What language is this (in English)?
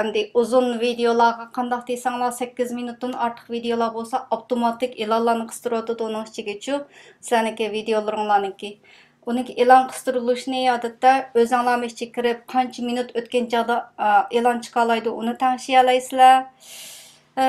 Uyghur